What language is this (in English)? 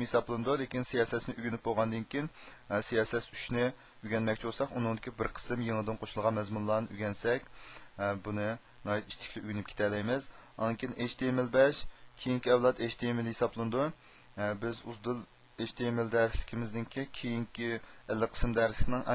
Uyghur